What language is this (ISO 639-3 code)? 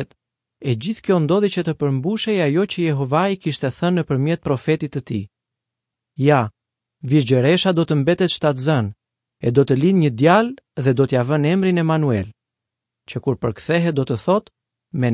sqi